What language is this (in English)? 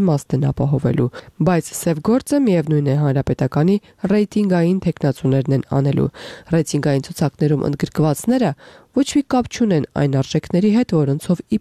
Armenian